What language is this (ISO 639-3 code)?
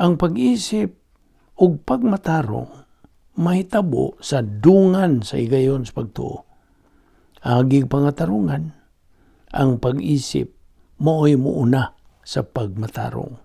ceb